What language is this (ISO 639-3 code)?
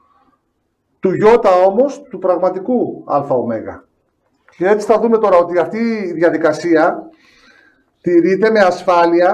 ell